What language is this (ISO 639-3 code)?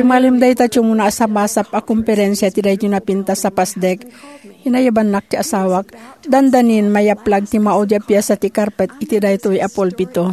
ilo